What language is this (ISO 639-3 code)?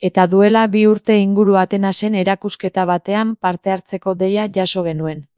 eus